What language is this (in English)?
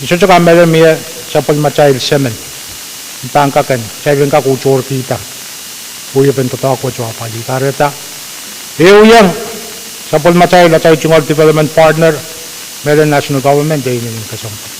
Pohnpeian